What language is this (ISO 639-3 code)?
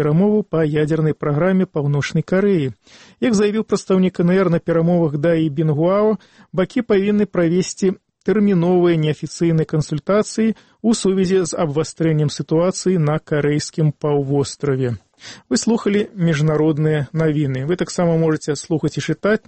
bel